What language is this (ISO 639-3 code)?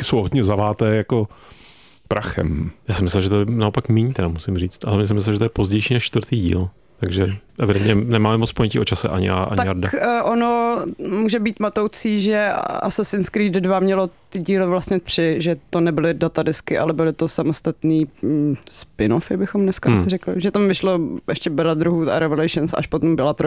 ces